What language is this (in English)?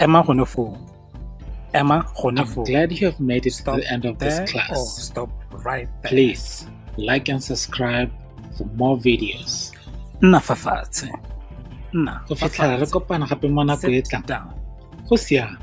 Tswana